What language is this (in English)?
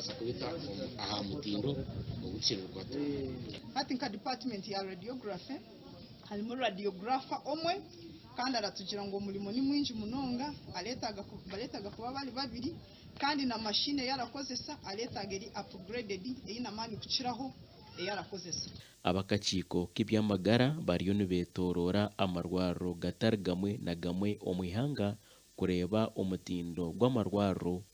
Nyankole